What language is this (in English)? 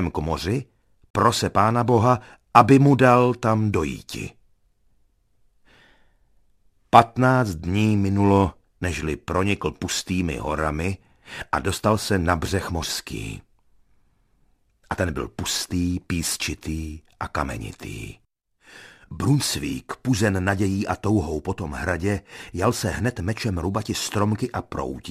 Czech